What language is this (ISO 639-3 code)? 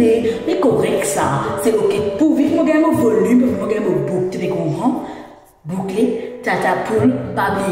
mfe